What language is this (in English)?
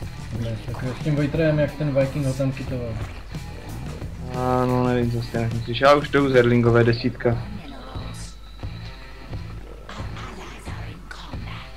Czech